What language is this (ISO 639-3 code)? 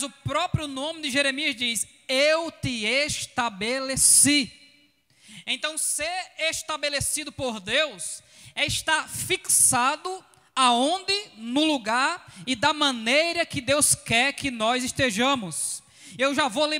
por